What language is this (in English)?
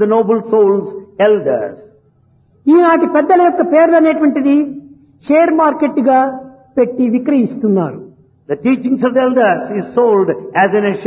Telugu